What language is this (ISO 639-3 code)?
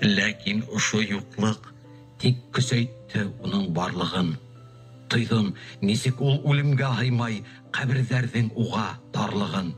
bak